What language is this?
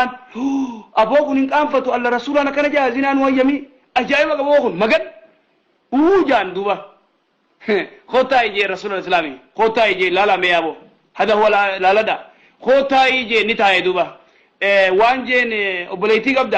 Oromo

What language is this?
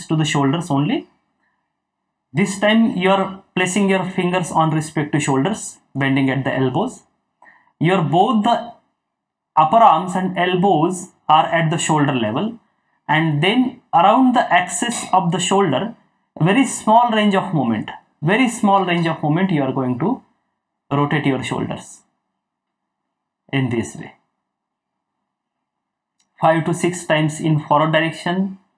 English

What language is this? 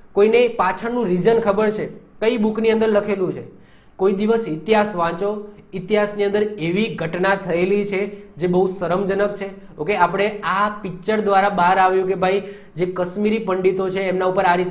Gujarati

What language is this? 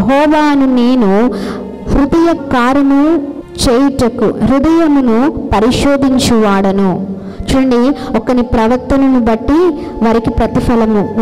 Telugu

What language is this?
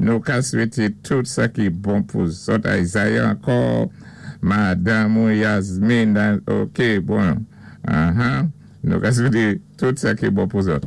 Saint Lucian Creole French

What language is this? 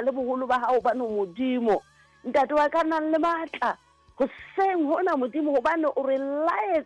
Southern Sotho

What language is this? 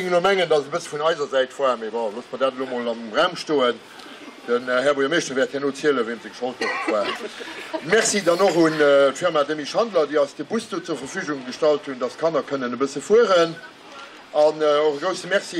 Luxembourgish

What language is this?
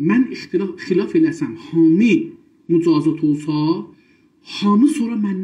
South Azerbaijani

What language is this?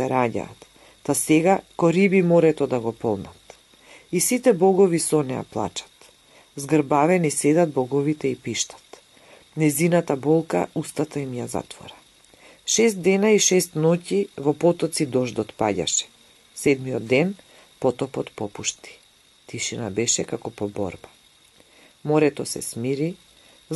Macedonian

